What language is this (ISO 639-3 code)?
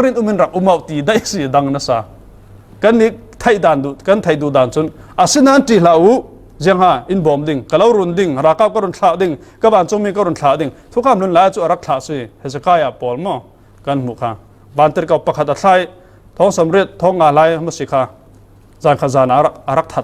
cfm